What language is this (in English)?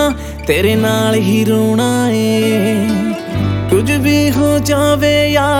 Punjabi